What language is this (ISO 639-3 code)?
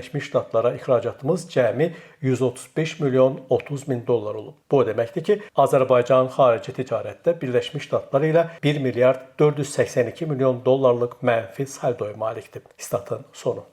aze